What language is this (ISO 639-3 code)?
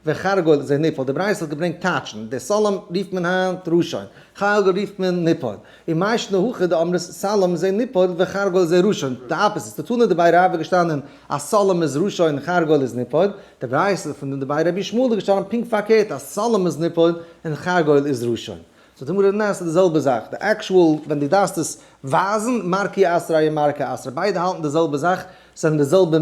yid